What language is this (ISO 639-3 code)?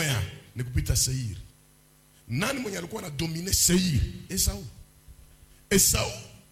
swa